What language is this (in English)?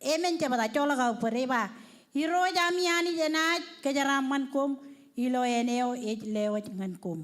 Marshallese